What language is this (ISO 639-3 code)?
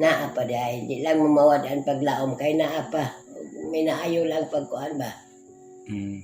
ceb